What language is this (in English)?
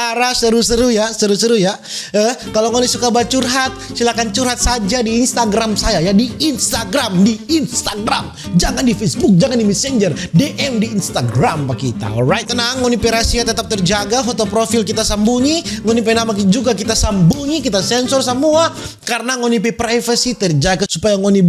Manado Malay